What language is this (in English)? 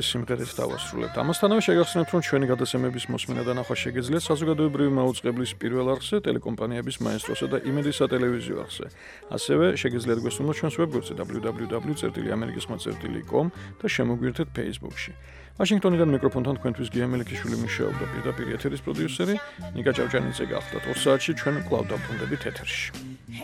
Georgian